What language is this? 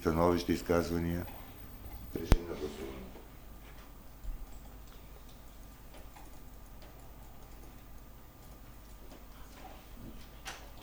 Bulgarian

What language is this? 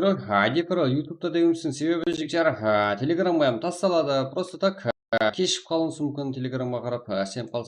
Kara-Kalpak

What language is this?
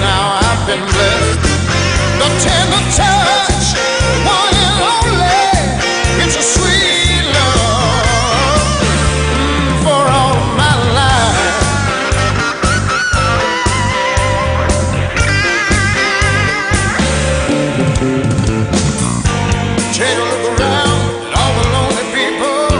English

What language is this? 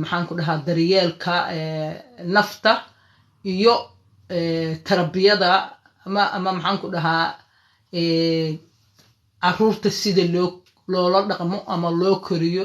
Somali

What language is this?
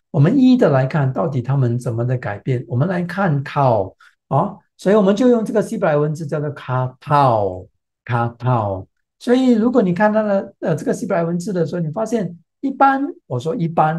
Chinese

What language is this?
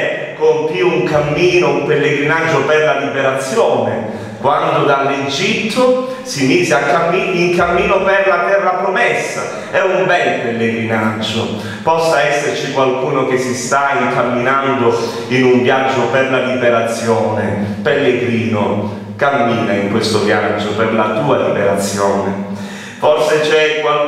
Italian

